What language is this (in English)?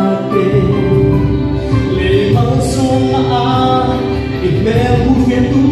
Vietnamese